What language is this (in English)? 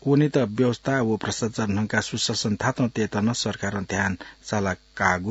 Newari